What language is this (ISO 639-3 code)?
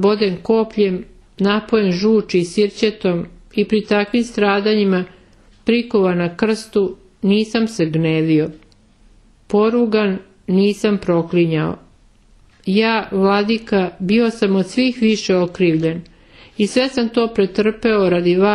srp